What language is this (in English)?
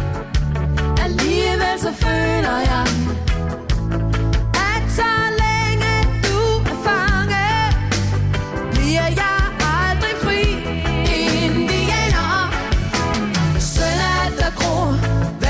Danish